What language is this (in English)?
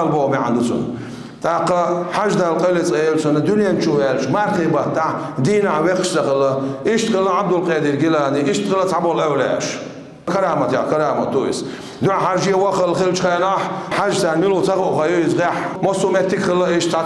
Chechen